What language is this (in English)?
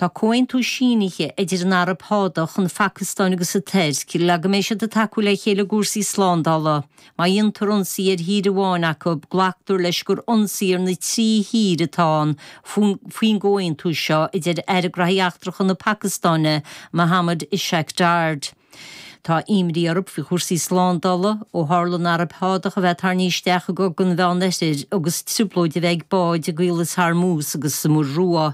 Irish